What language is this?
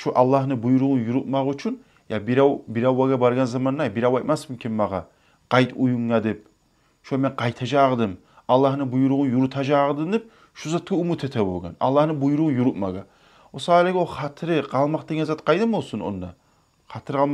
Kumyk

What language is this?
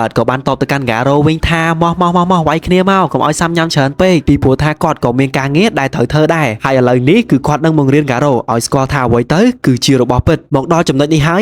Khmer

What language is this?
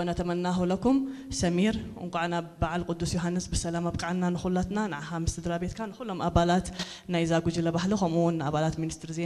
Tigrinya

